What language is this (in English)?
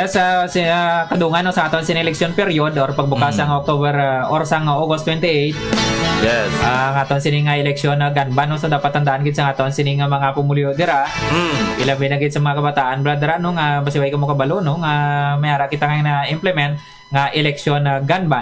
Hiligaynon